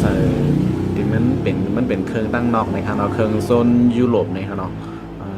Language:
Shan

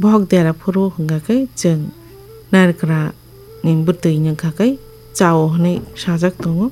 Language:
Kok Borok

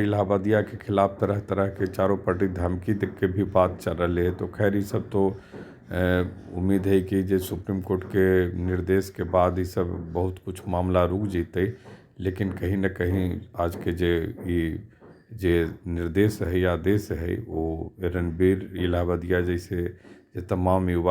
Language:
Magahi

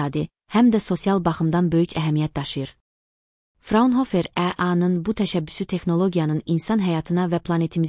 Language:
Azerbaijani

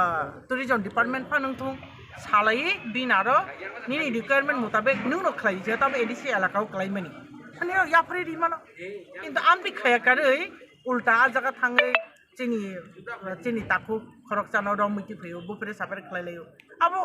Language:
Kok Borok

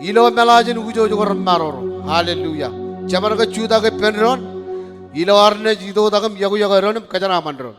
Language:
Marshallese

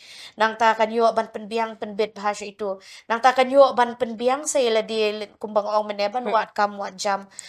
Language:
Khasi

